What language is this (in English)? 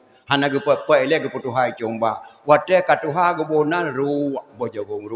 Achinese